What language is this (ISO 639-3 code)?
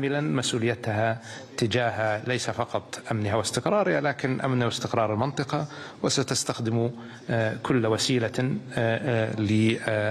ara